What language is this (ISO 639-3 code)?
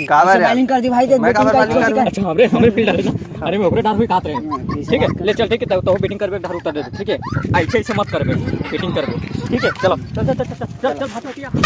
hne